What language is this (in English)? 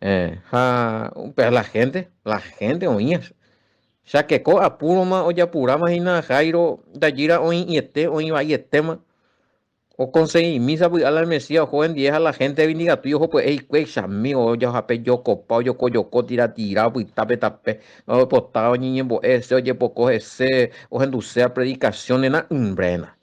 Guarani